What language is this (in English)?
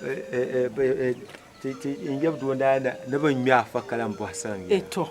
Dagbani